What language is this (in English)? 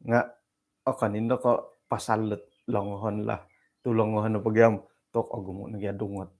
Central Dusun